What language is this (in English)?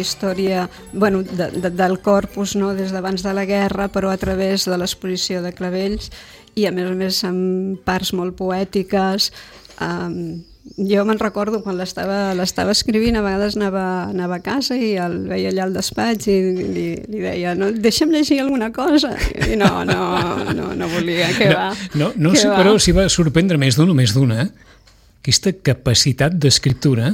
Catalan